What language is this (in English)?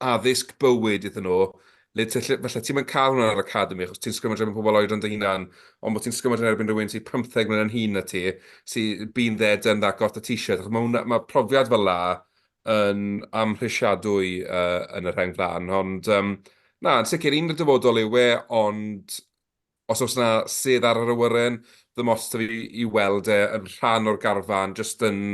Welsh